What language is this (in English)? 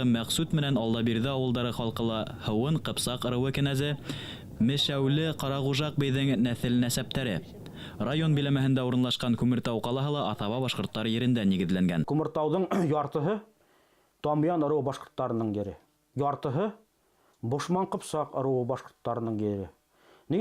Bashkir